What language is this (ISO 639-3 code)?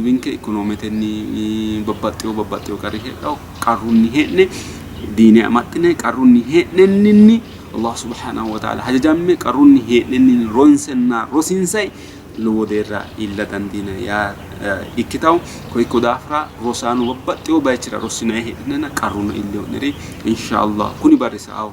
sid